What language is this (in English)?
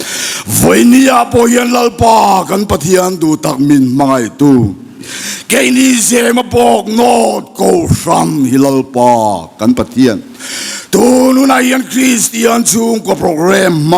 Mizo